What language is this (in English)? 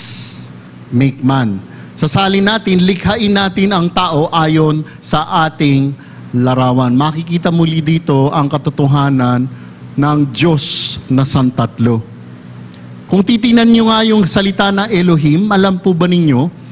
Filipino